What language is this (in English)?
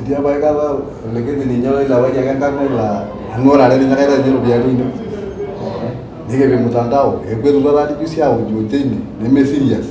Masai